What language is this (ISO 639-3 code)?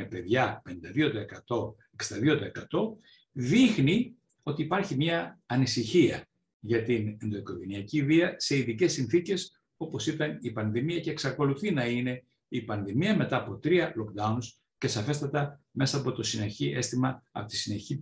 ell